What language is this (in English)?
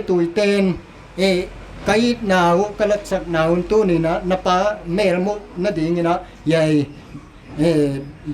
Paite Chin